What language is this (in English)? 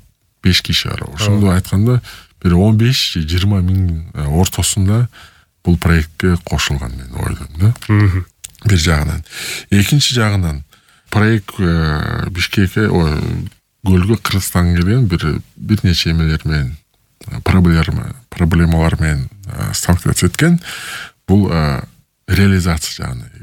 Kyrgyz